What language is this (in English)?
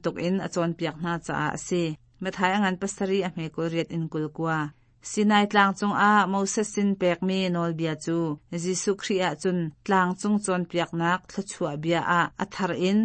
Hakha Chin